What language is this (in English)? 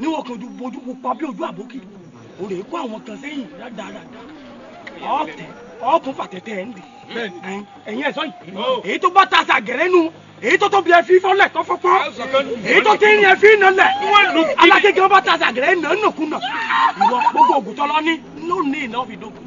Yoruba